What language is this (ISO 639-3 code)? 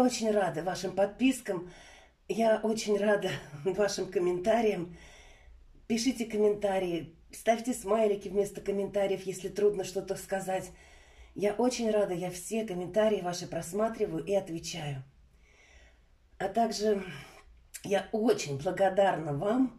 rus